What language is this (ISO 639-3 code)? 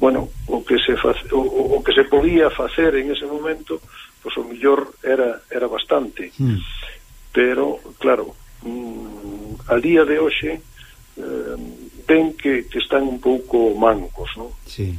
glg